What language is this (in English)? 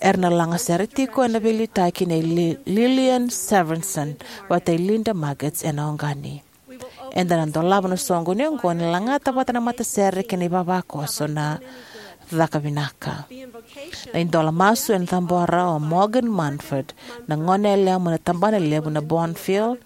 Fijian